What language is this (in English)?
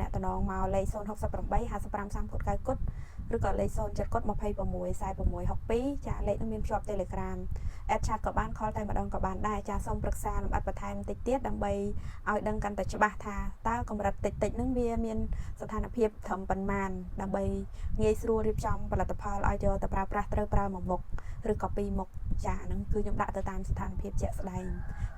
Khmer